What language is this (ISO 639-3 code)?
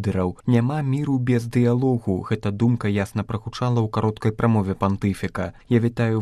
bel